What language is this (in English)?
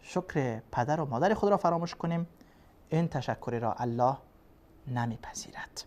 Persian